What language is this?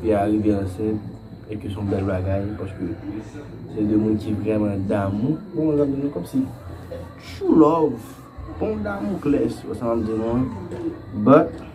Haitian Creole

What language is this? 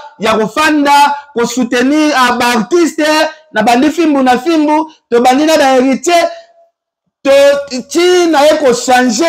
Lingala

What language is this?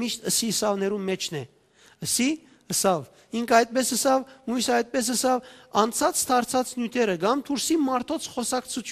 Western Armenian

